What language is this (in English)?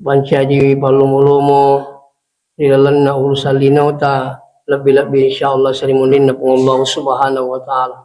Buginese